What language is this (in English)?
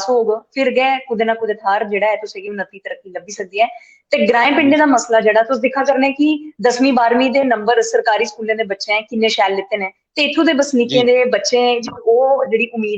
Dogri